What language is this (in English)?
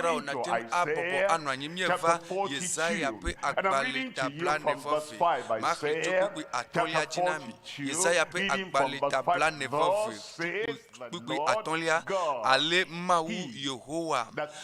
Ewe